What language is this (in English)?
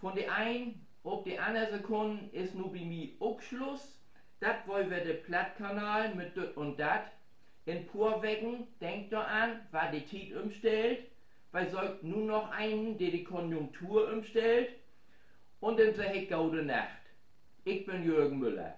Low German